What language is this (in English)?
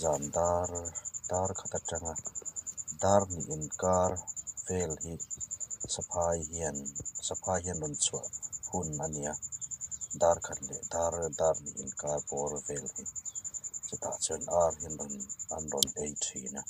Hmar